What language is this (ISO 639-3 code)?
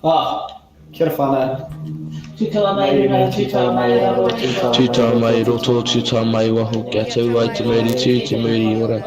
mri